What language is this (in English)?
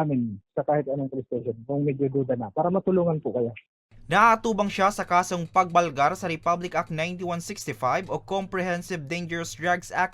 Bikol